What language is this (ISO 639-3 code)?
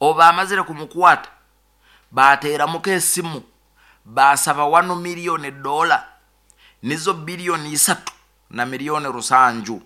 nyo